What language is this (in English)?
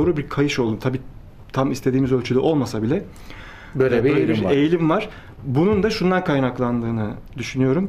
Turkish